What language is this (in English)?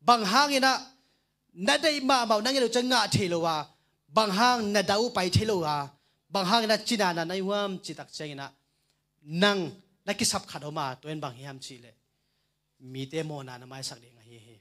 Tedim Chin